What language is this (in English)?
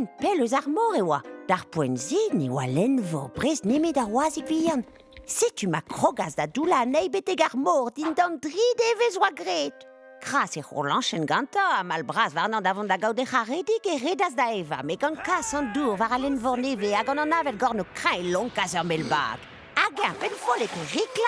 Breton